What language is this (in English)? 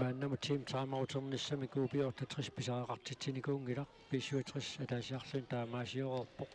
Kalaallisut